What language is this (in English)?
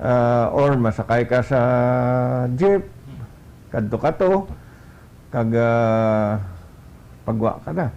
Hiligaynon